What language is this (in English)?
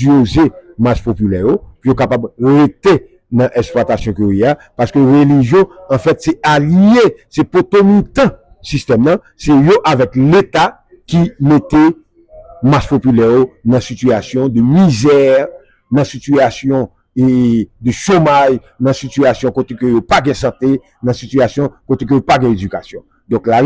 Haitian Creole